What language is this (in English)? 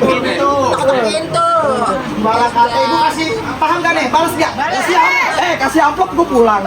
Betawi